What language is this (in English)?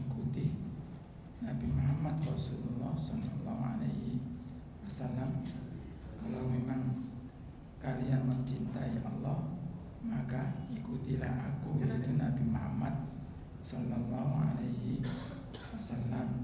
Indonesian